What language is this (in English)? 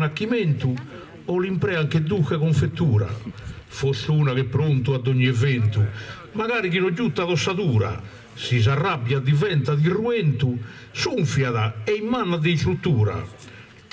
Sardinian